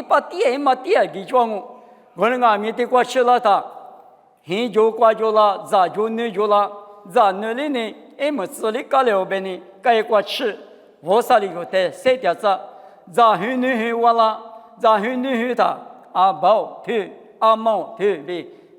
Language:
Lisu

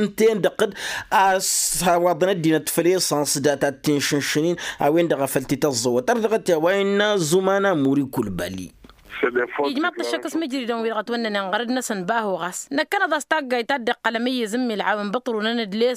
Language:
Tamasheq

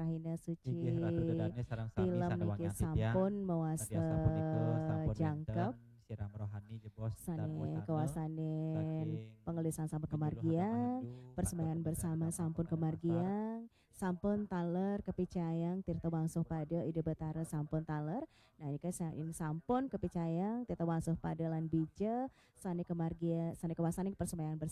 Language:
Balinese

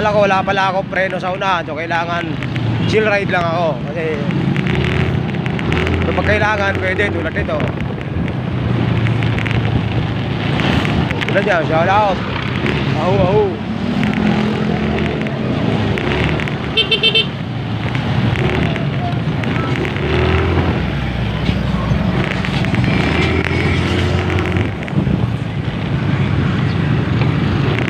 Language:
Filipino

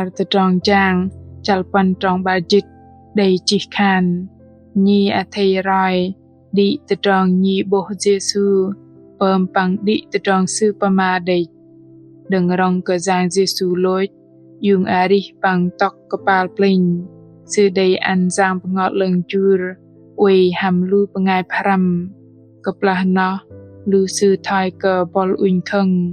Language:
Bahnar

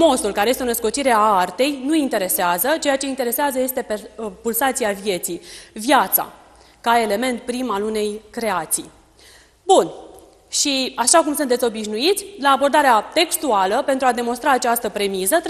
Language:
Romanian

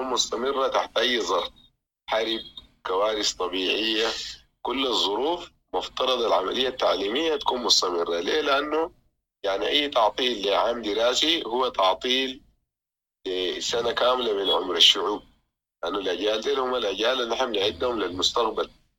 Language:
Sudanese Arabic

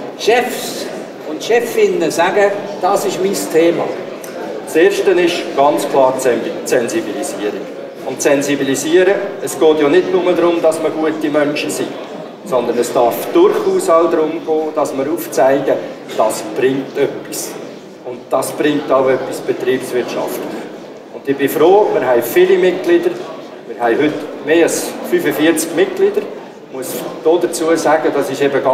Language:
German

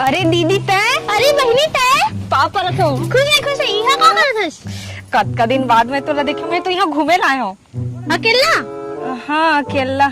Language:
Chhattisgarhi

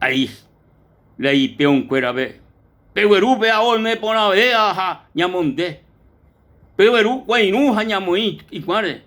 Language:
Guarani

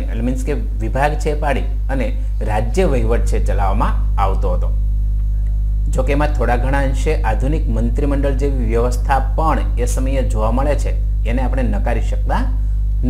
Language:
Gujarati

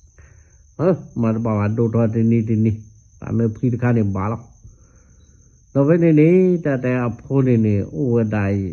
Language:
S'gaw Karen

